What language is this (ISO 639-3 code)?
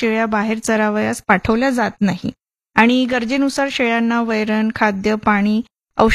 mar